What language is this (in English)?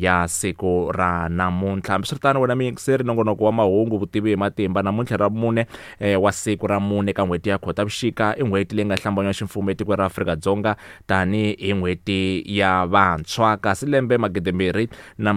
Tsonga